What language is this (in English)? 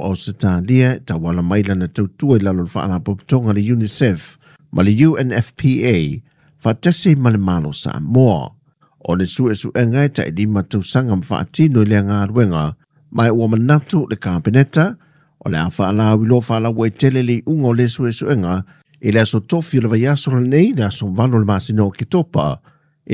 Samoan